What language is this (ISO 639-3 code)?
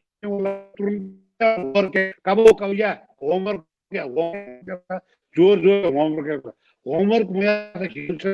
new